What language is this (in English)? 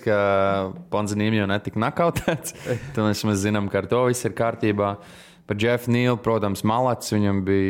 Latvian